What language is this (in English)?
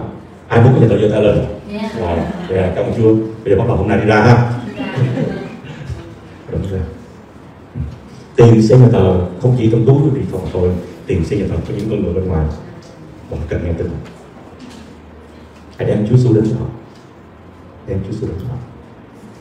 Vietnamese